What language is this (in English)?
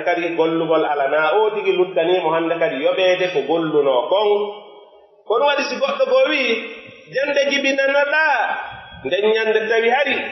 Pular